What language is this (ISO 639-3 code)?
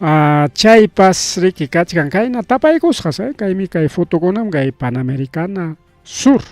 quy